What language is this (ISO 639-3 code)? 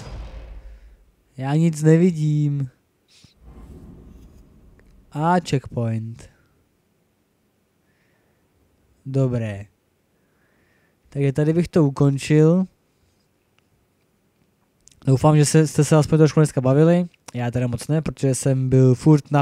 ces